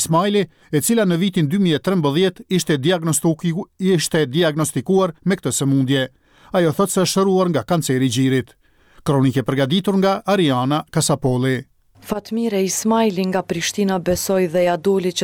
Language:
Albanian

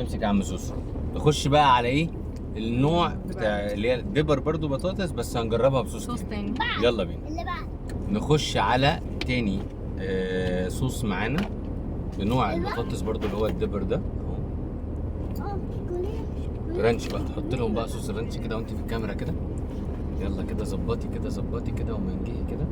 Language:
Egyptian Arabic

